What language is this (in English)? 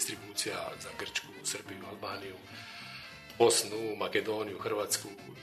Serbian